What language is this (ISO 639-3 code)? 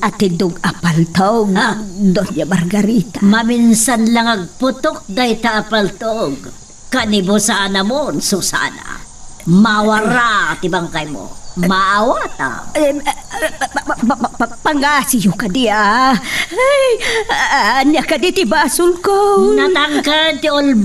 ilo